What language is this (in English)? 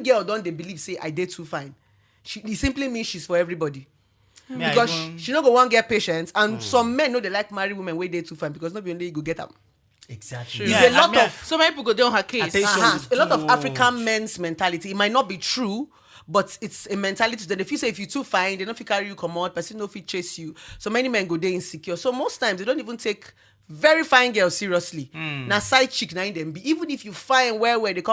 Nigerian Pidgin